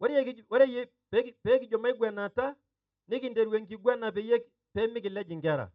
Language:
Masai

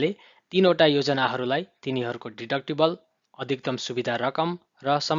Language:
Nepali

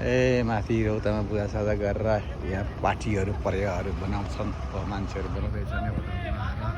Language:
Nepali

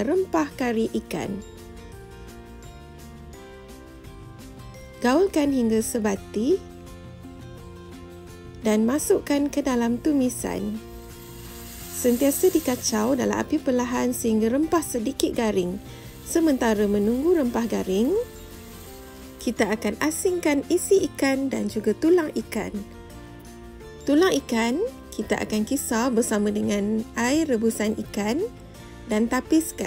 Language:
Malay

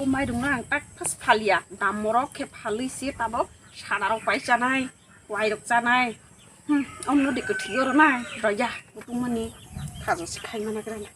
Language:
Kok Borok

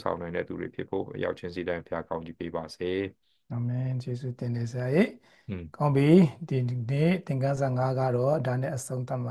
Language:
Burmese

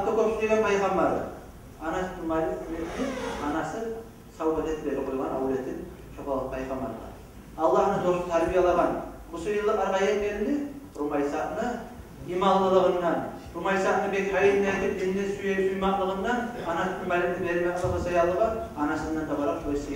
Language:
Kumyk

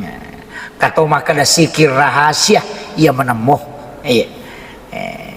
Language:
Buginese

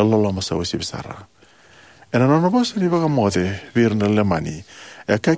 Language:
Fijian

